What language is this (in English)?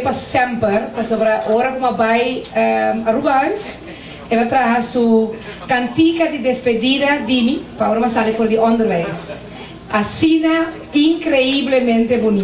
Papiamento